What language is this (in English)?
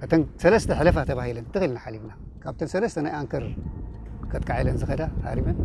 Tigrinya